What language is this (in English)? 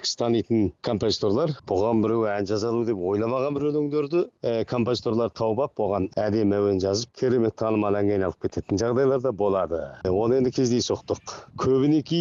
Kazakh